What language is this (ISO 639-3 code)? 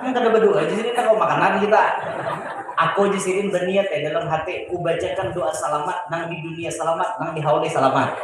bjn